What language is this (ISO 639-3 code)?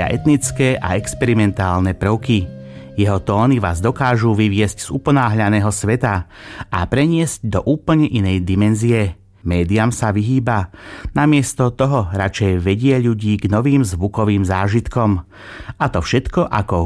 slk